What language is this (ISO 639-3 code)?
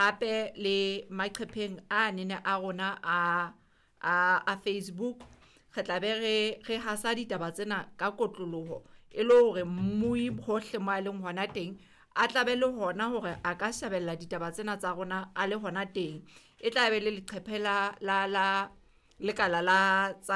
sot